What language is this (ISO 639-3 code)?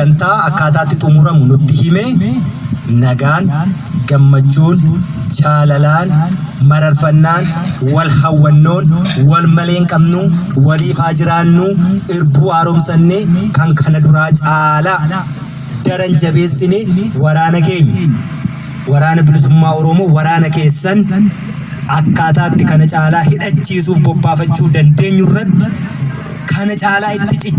orm